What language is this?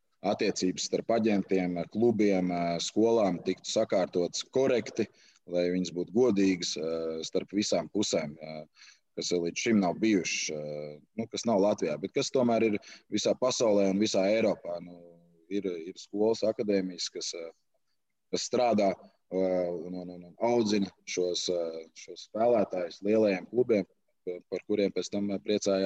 Latvian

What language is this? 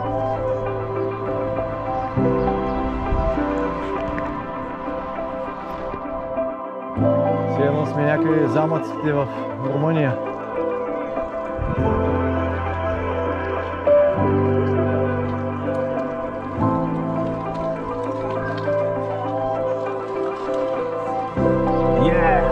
Bulgarian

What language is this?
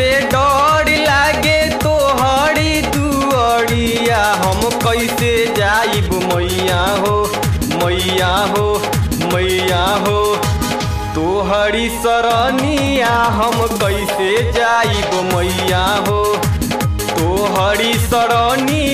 Bhojpuri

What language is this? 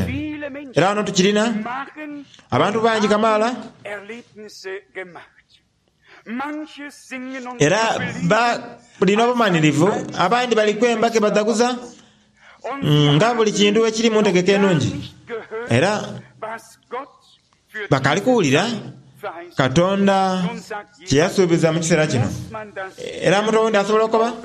Soga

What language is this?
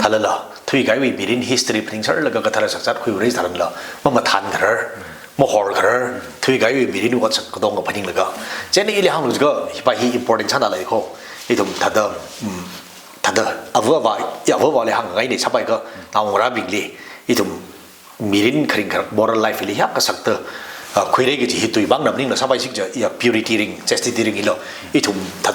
Tangkhul Naga (India)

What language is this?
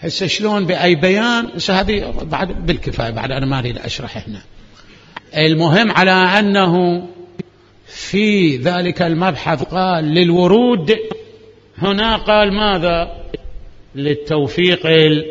Mesopotamian Arabic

